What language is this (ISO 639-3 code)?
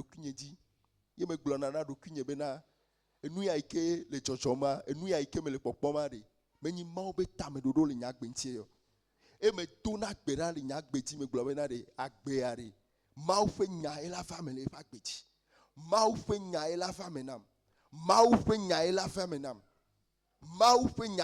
ewe